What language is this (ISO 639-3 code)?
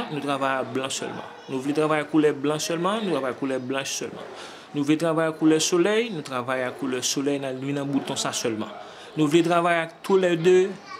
hat